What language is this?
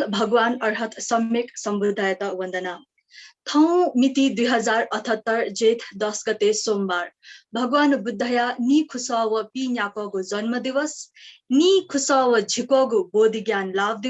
Newari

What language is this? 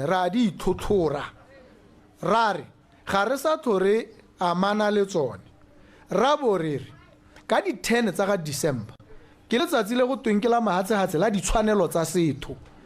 Tswana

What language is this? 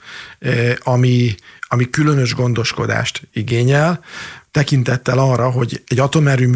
Hungarian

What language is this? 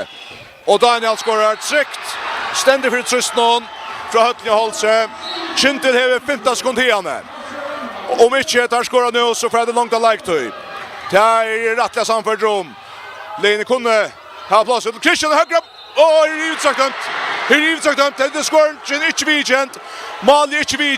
Faroese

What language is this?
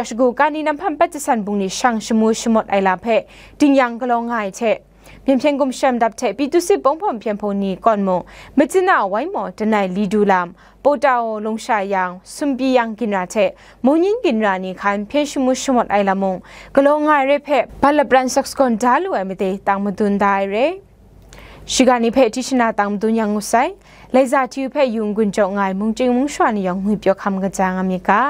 Kachin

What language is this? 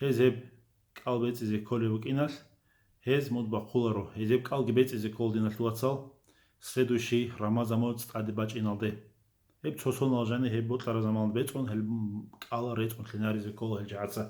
Avaric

